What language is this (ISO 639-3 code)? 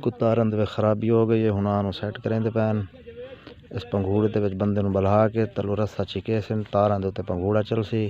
skr